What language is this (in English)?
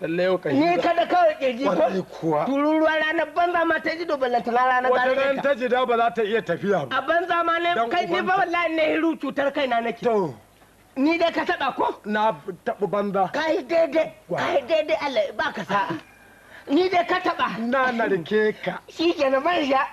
Hausa